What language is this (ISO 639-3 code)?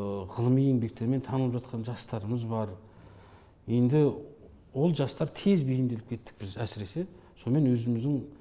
kaz